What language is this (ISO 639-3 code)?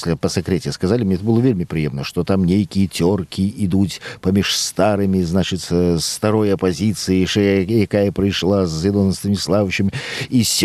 bel